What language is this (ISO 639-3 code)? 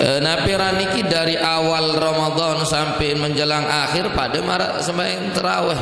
sas